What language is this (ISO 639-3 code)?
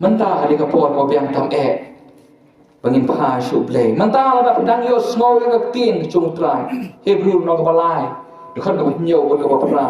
kha